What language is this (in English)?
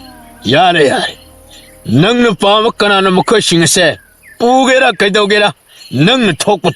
Manipuri